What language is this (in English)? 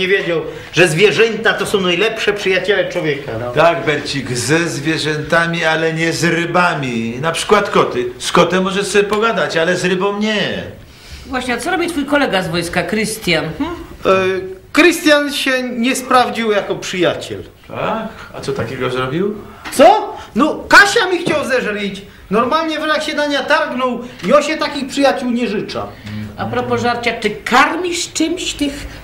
Polish